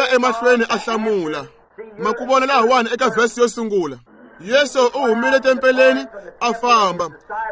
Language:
Tsonga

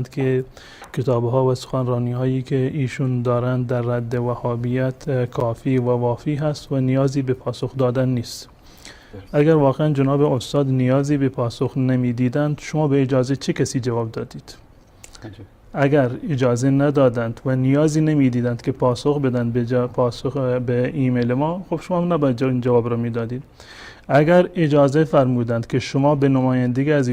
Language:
Persian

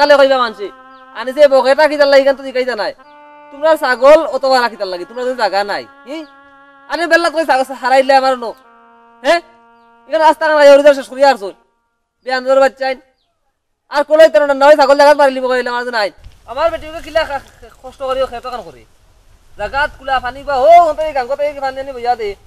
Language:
Sylheti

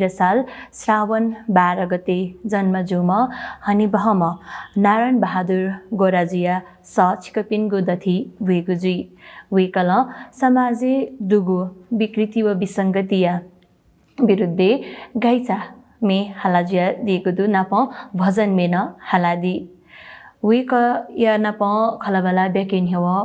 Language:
Newari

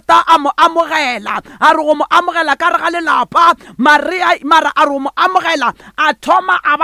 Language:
Northern Sotho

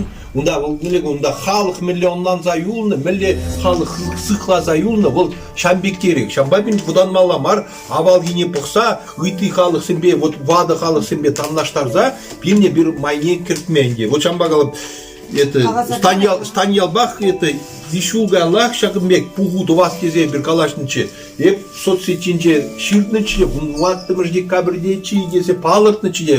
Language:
Chuvash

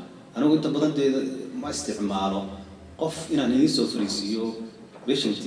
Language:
Somali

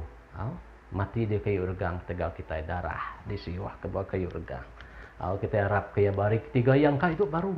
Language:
Iban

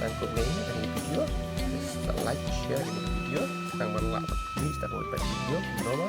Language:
Khasi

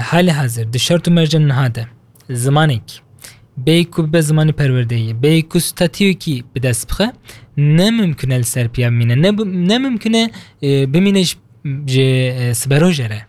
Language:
Kurdish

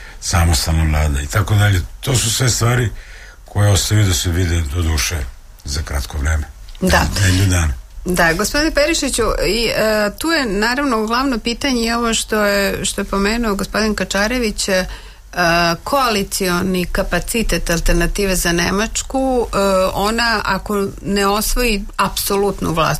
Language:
Serbian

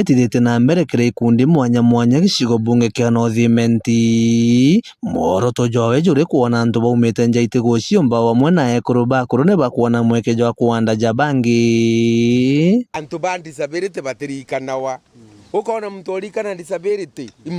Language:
Meru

